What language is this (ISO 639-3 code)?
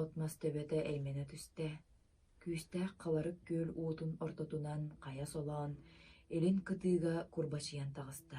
sah